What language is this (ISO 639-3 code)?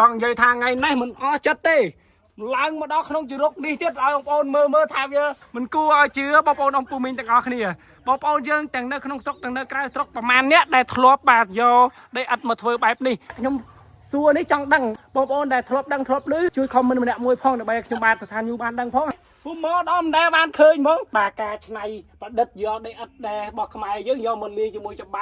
khm